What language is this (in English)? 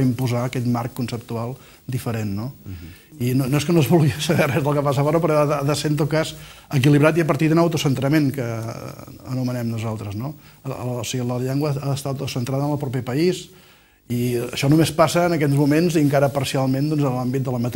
Catalan